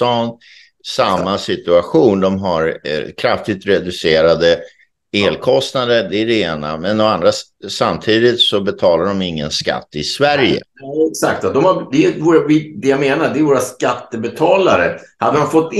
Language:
Swedish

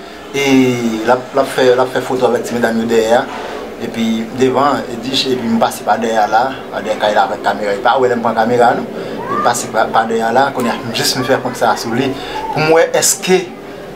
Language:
Haitian Creole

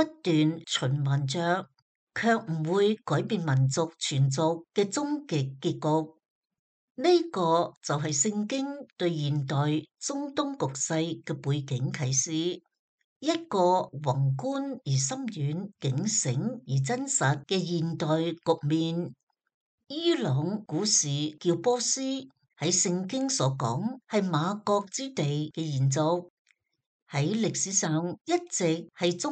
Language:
Cantonese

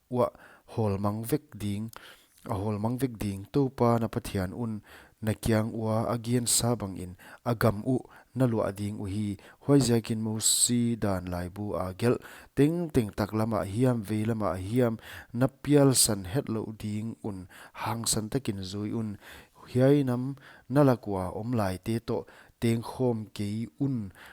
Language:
Paite Chin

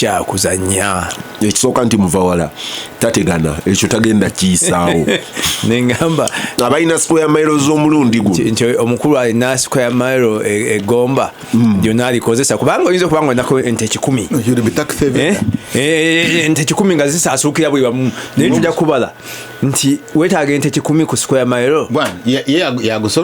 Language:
Ganda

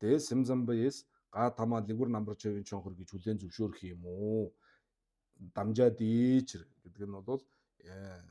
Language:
Mongolian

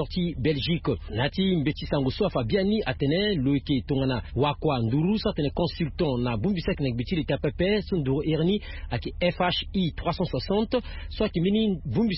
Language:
Sango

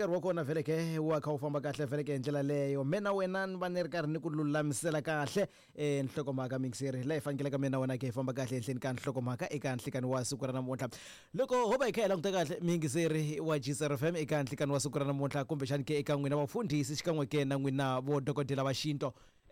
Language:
Tsonga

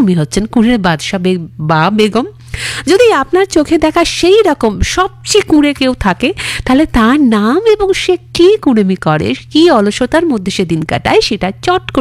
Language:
Bangla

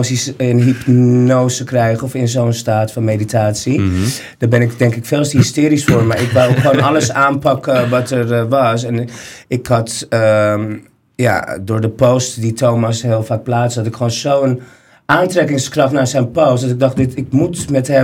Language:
Dutch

